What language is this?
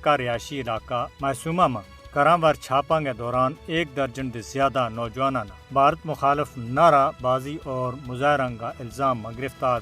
Gujari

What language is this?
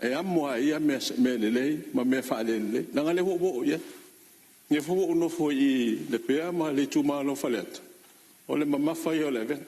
Samoan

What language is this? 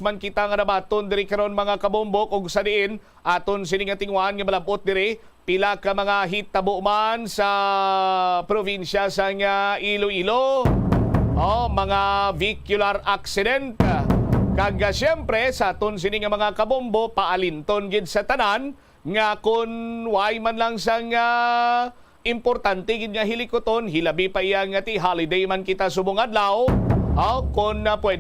Hiligaynon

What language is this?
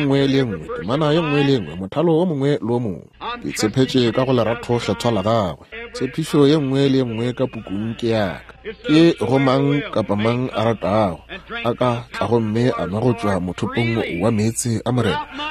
Northern Sotho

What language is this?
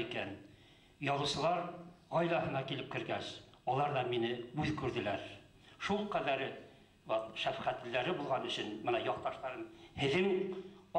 Bashkir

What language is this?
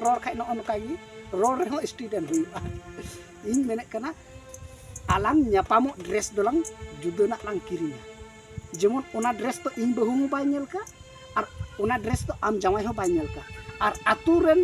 Santali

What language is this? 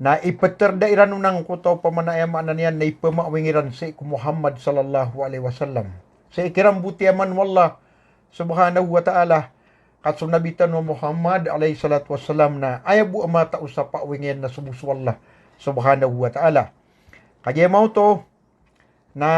Maranao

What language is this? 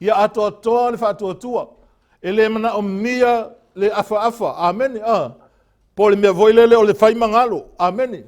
Samoan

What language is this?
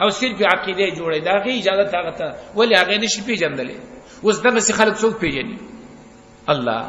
Pashto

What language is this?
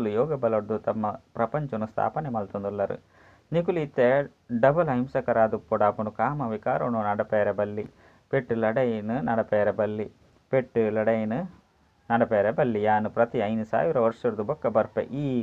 Tulu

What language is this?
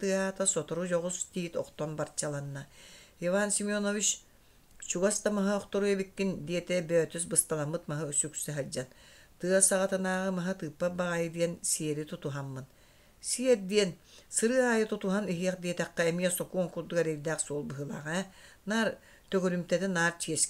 Yakut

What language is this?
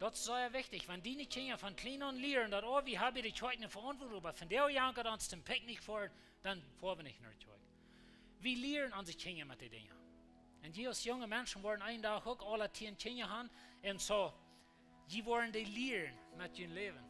Plautdietsch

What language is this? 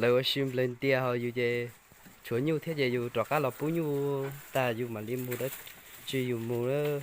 Hmong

